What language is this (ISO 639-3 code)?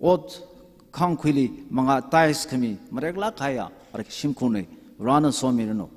nmf